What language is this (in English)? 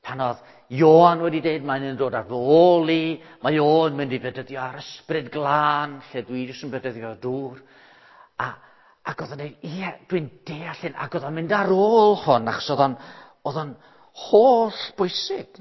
Welsh